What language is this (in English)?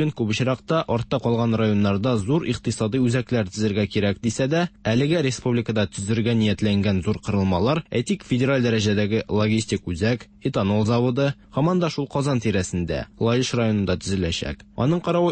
Tatar